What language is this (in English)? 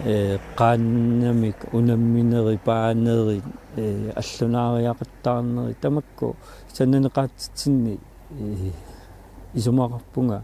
Kalaallisut